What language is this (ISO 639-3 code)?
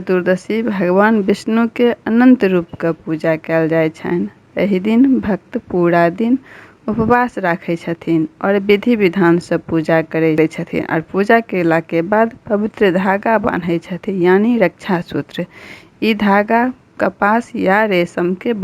mai